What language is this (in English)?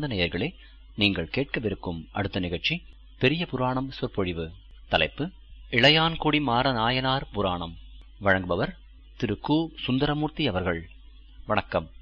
Tamil